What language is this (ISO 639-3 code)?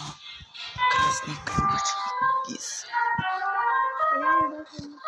ukr